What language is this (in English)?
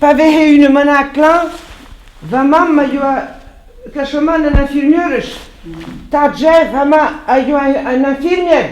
Breton